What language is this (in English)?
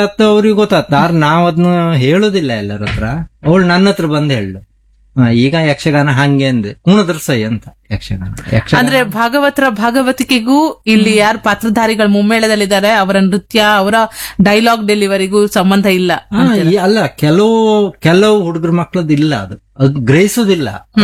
Kannada